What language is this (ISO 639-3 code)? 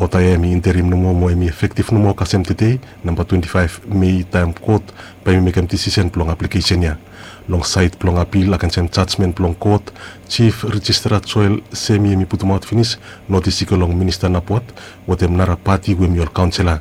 bis